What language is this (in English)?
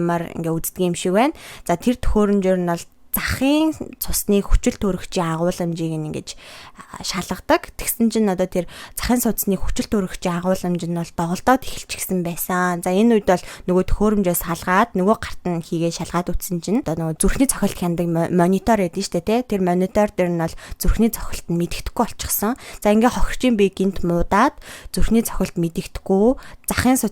Mongolian